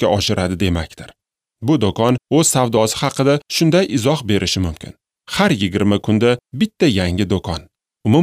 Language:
Uzbek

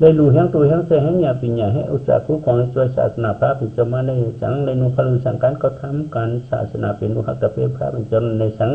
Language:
Shan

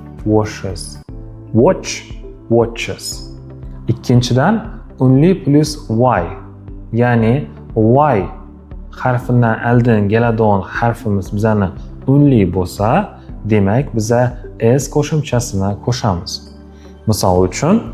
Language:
Uzbek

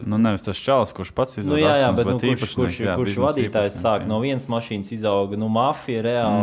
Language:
Latvian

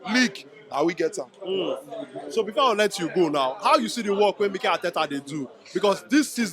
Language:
Nigerian Pidgin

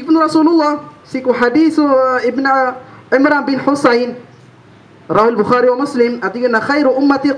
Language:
Maranao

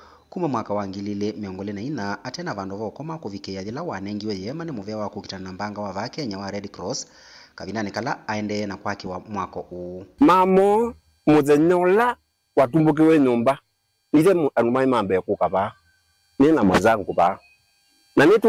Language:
Kamba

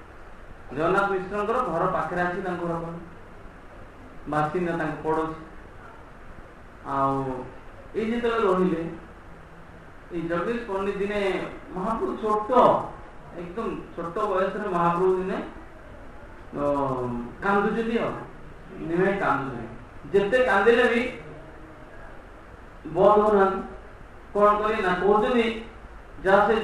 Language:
Odia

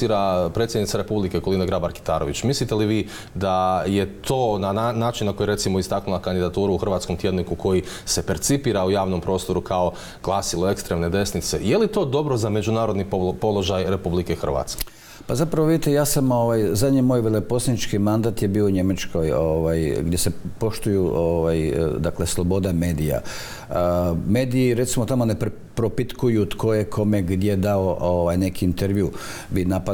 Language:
Croatian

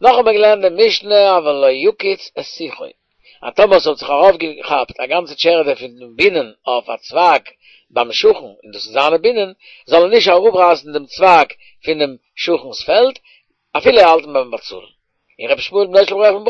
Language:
Yiddish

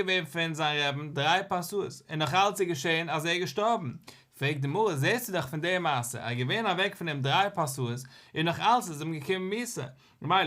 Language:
Yiddish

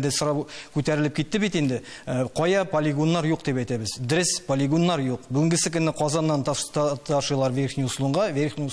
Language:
Tatar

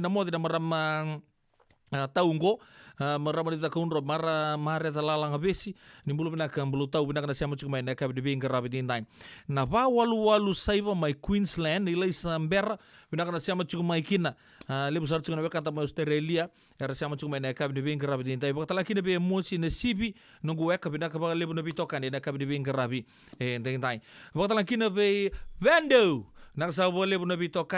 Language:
Fijian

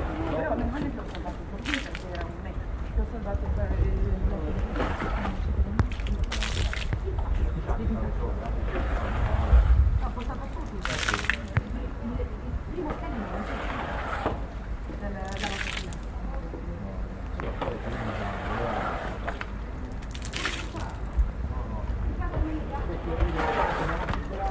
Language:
Italian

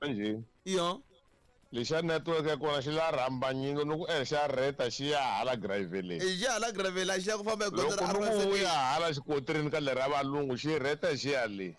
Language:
Tsonga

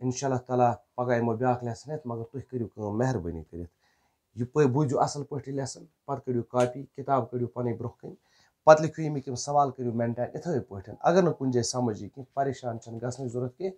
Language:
Kashmiri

